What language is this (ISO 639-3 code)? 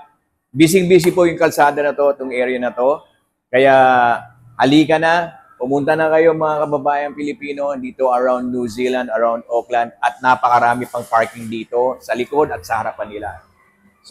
fil